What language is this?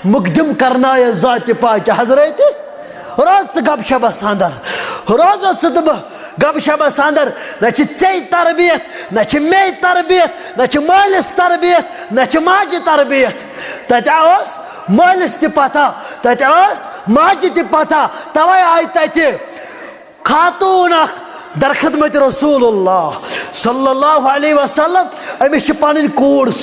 Kashmiri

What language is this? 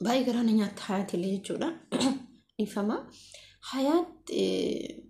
Oromo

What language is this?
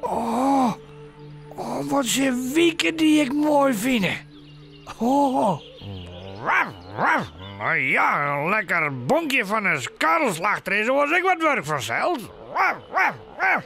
Western Frisian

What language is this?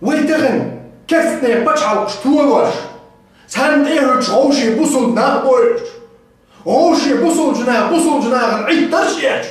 Chechen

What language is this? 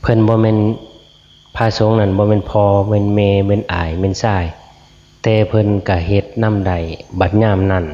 Northeastern Thai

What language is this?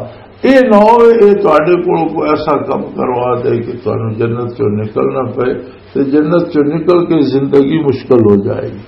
Western Panjabi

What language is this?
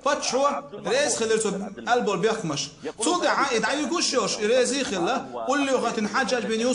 Chechen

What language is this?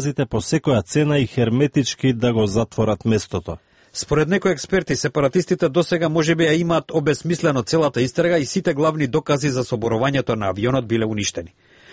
Macedonian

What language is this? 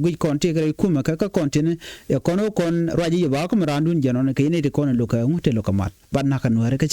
Nuer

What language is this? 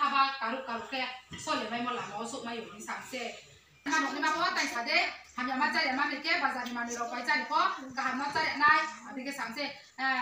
Riang (India)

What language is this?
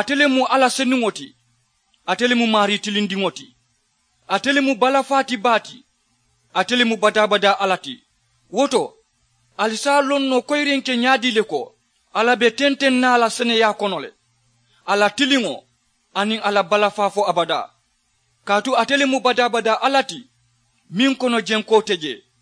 Mandingo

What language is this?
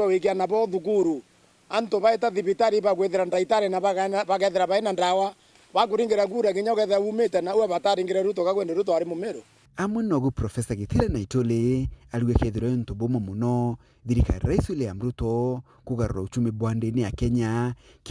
Meru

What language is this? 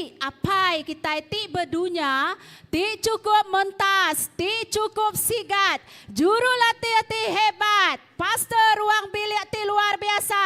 Iban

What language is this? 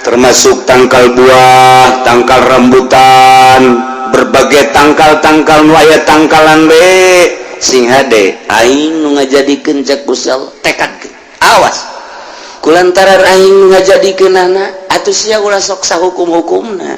Sundanese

